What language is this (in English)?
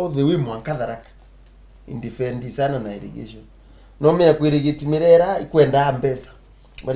Meru